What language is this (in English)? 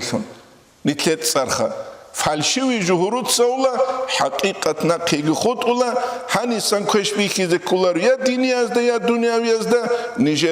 Avaric